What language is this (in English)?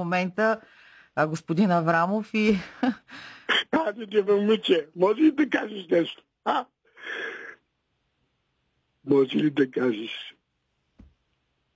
Bulgarian